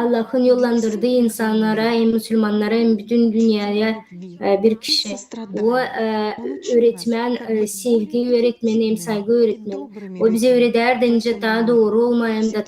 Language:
Gagauz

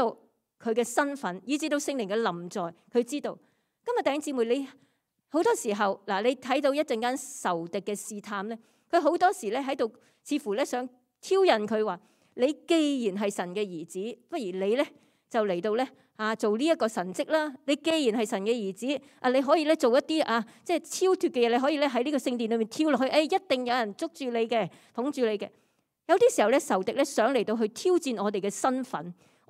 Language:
Cantonese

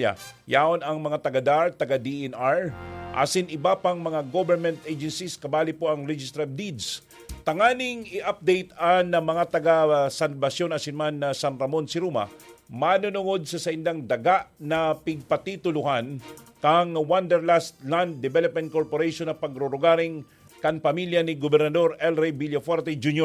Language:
Bikol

